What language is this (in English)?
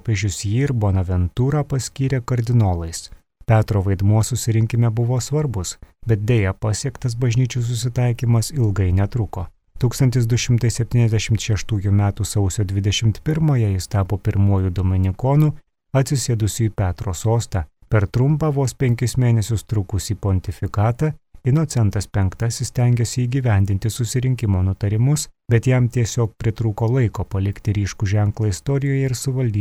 Lithuanian